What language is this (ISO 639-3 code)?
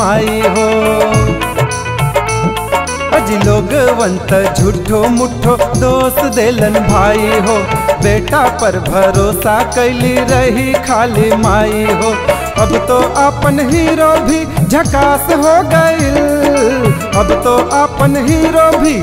bho